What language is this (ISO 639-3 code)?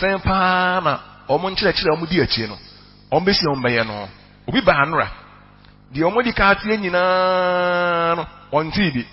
aka